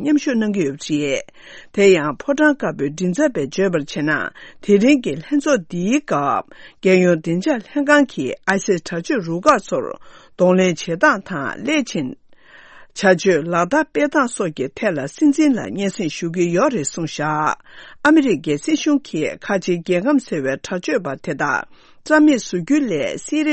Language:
Tibetan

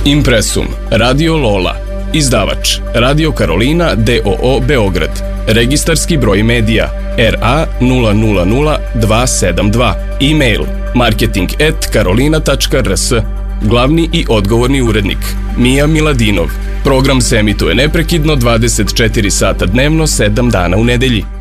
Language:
Serbian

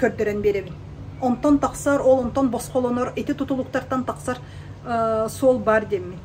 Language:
Yakut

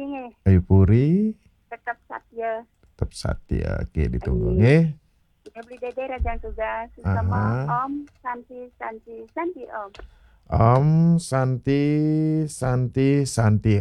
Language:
Balinese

